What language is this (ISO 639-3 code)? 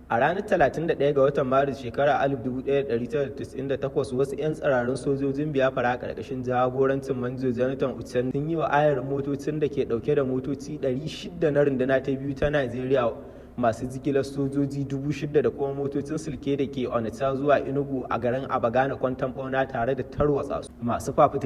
hau